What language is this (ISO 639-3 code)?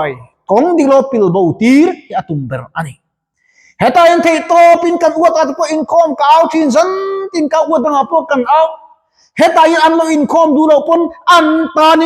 lus